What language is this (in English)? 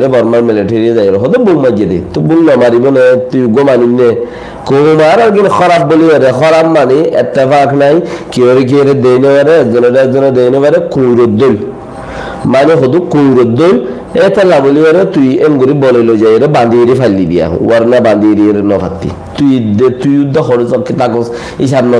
Rohingya